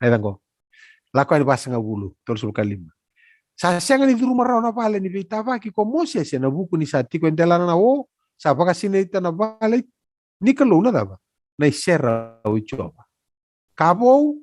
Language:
Fijian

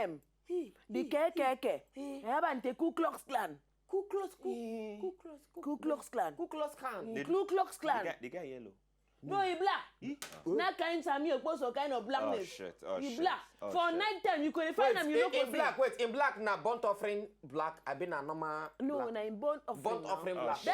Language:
Nigerian Pidgin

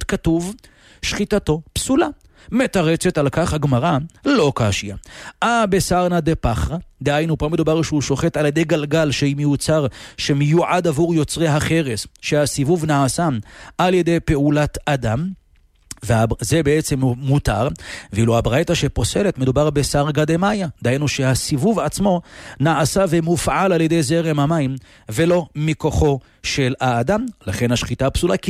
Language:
Hebrew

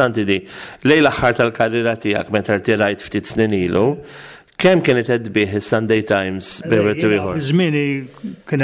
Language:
Maltese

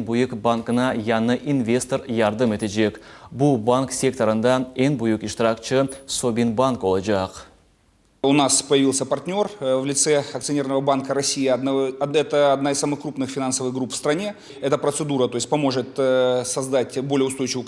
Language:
Crimean Tatar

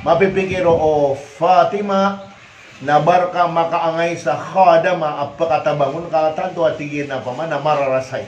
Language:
Maranao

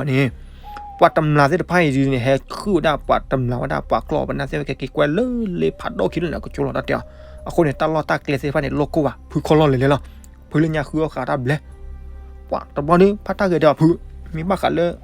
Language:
S'gaw Karen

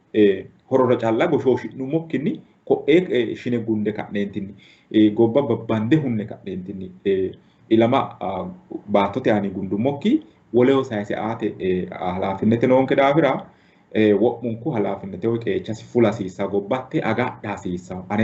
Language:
Sidamo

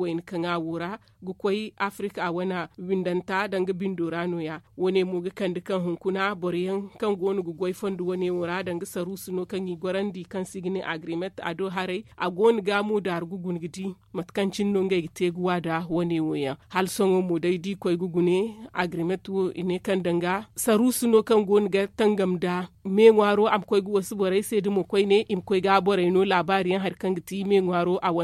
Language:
Zarma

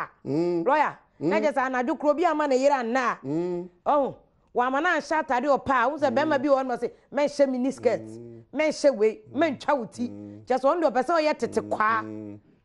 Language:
Akan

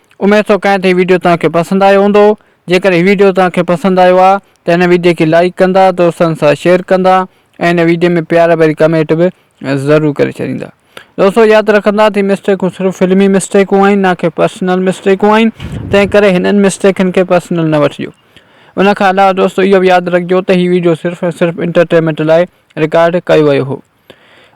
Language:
Sindhi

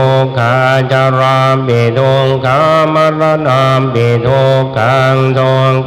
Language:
Pali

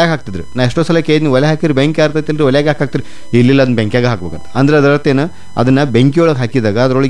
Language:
Kannada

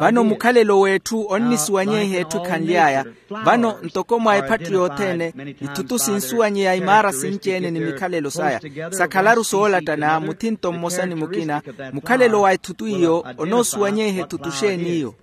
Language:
Makhuwa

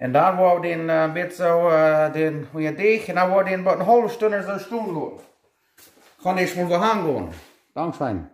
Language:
Plautdietsch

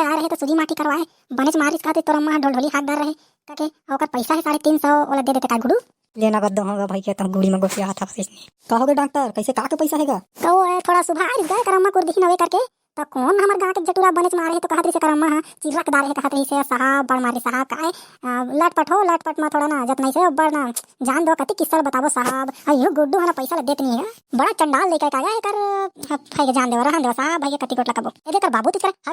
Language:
Chhattisgarhi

